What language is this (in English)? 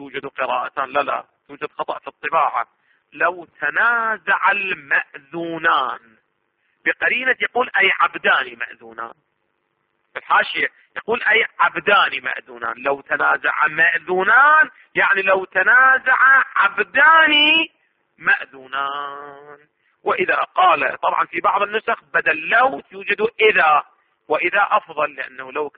Arabic